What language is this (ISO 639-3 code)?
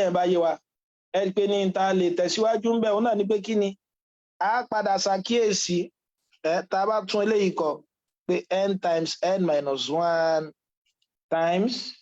yor